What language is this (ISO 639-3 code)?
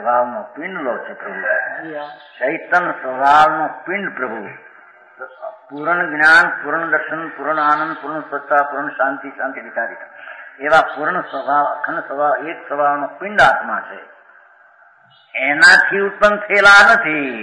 guj